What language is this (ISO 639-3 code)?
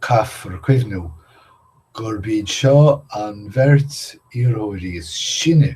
gle